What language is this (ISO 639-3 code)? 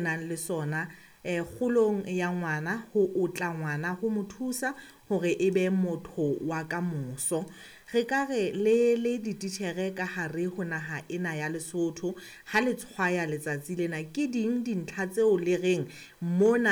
sot